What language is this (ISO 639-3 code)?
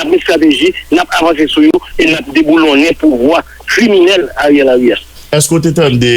hat